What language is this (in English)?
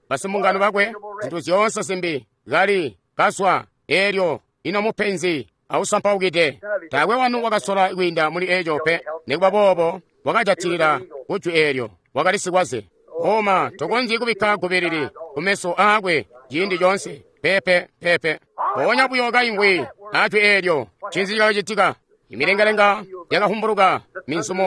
Tonga (Zambia)